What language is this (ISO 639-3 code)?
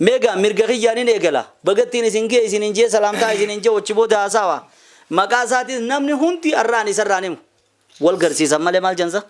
orm